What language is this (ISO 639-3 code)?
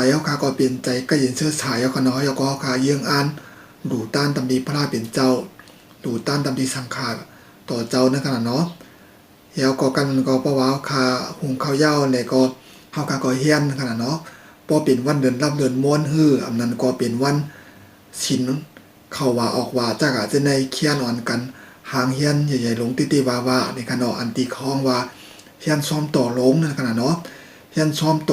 shn